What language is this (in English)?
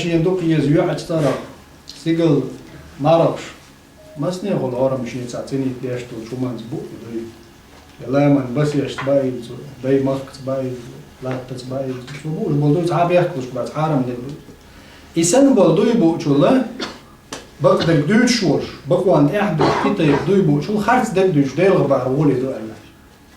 Chechen